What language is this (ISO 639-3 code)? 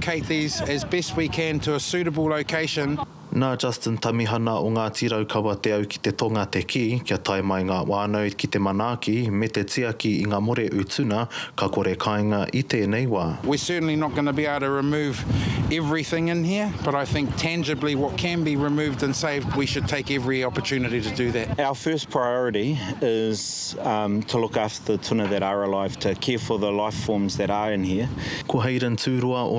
mri